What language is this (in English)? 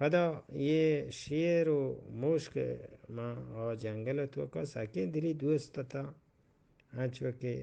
Eastern Balochi